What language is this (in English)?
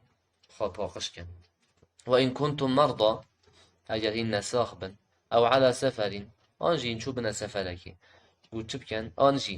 Kurdish